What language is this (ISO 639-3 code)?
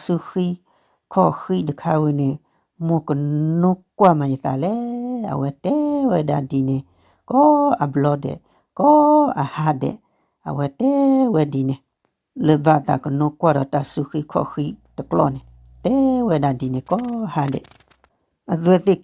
ksw